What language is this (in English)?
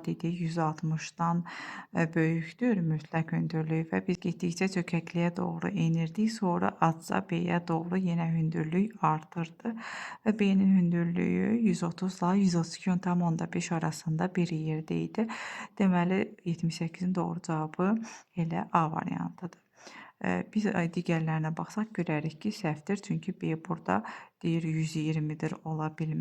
Azerbaijani